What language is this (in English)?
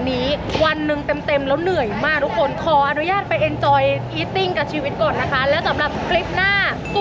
Thai